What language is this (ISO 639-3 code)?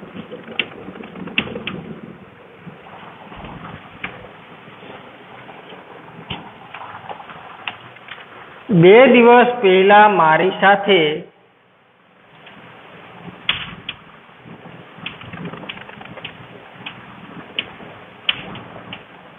guj